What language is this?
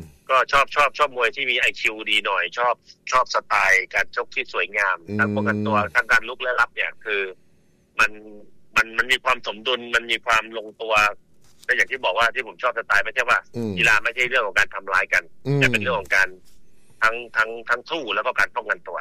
Thai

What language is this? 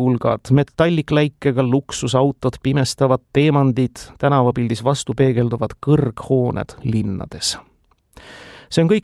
Estonian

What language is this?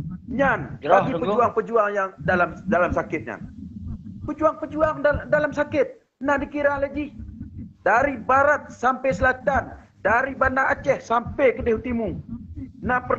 Achinese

